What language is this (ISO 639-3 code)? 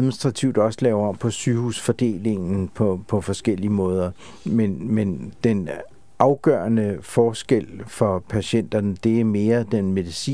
dan